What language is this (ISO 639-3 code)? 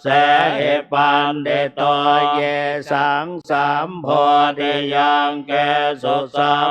pli